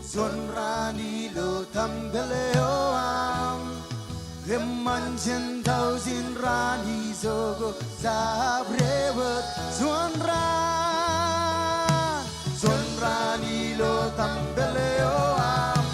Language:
Marshallese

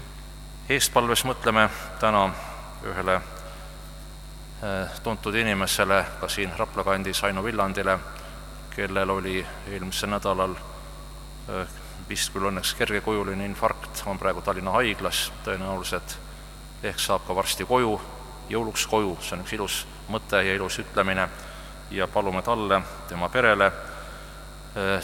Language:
Estonian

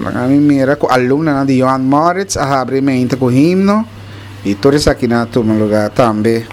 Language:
Papiamento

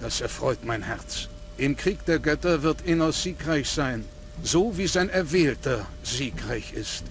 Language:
Bavarian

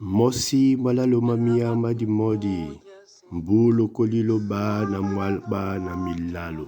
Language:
Duala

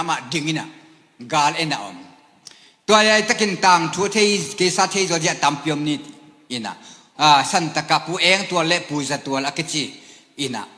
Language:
Tedim Chin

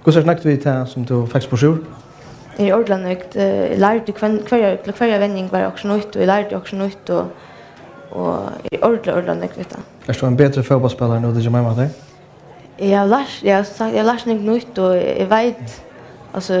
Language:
Faroese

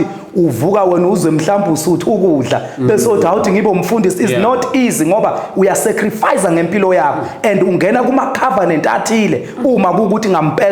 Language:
Zulu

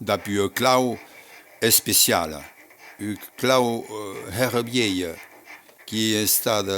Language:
Occitan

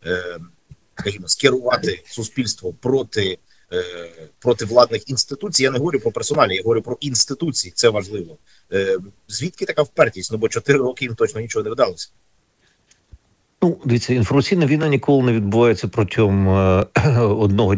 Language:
Ukrainian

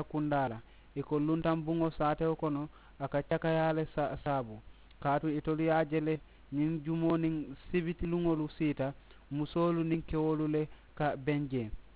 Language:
Mandingo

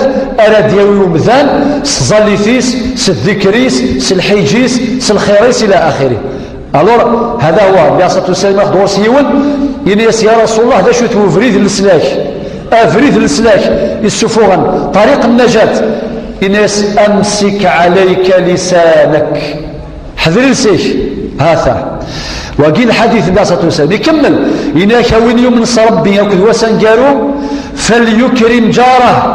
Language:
Kabyle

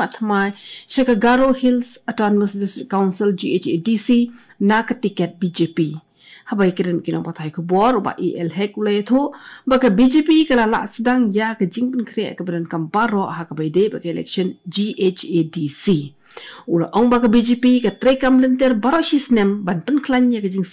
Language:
Khasi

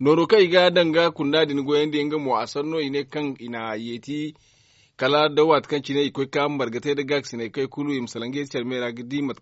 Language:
Zarma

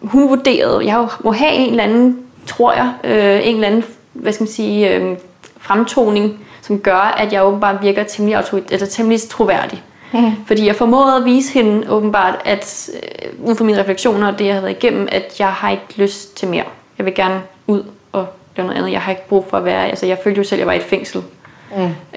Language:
Danish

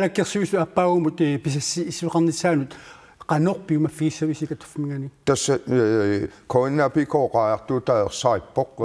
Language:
Kalaallisut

